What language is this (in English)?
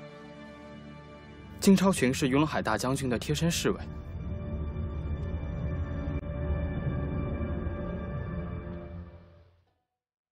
Chinese